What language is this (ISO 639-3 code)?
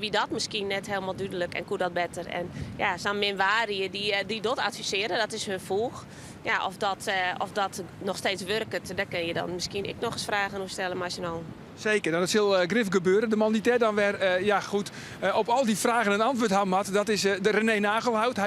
fry